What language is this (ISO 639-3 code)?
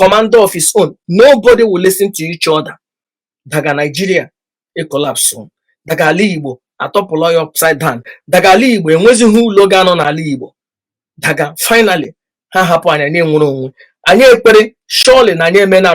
ibo